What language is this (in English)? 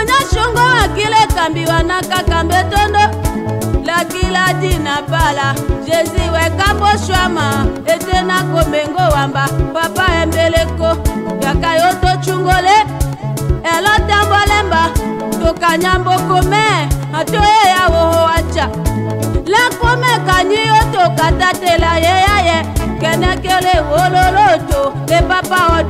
Tetela